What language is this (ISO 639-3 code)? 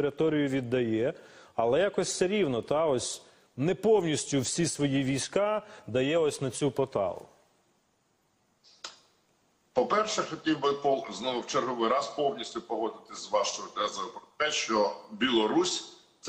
ukr